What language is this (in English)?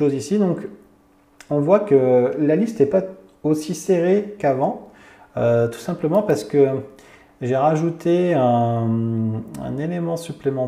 French